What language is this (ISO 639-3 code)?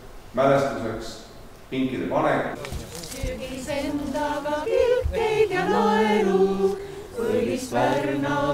est